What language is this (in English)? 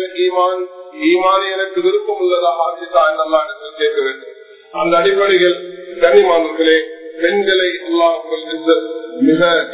Tamil